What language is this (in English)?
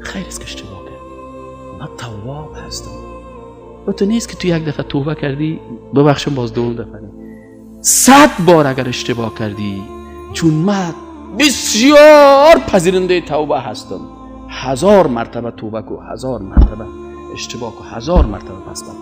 Persian